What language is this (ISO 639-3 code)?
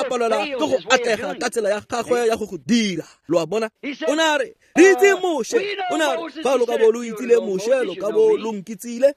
tsn